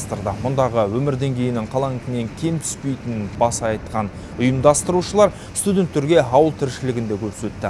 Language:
Kazakh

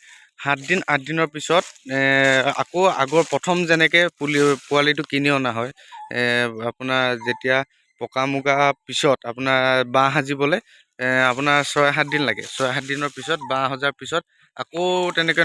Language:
Assamese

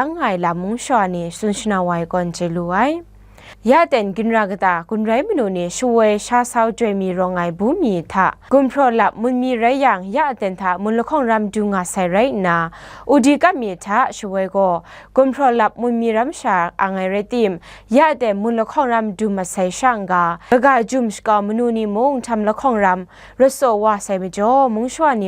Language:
Kachin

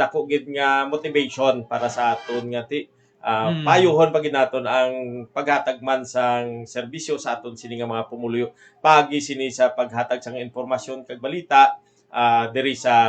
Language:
Hiligaynon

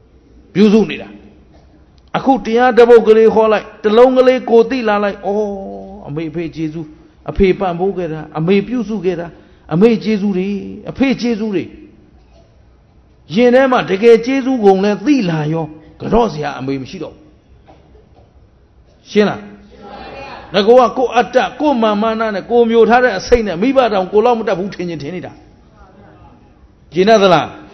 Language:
Burmese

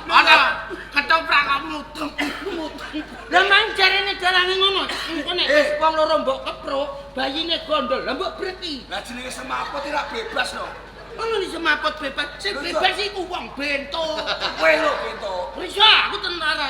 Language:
Javanese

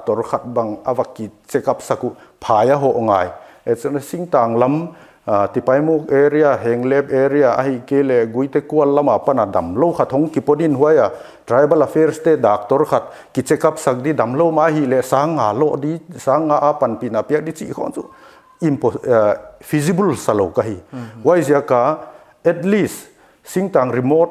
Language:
Paite Chin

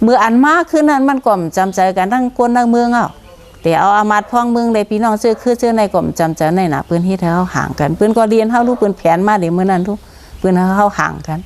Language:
Shan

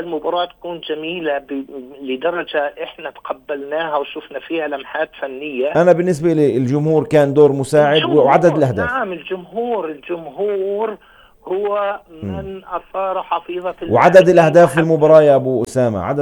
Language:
North Levantine Arabic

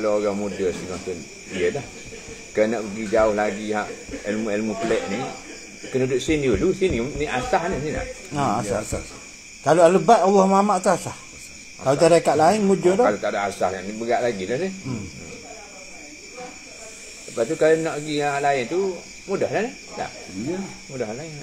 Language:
Malay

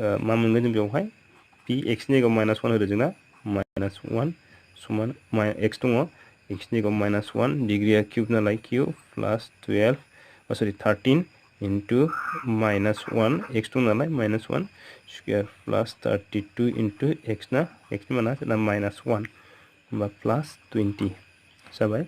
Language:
Bodo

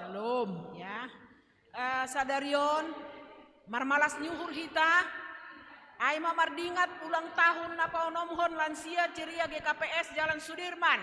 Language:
Batak Simalungun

